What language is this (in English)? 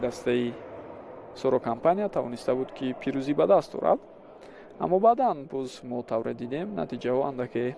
Tajik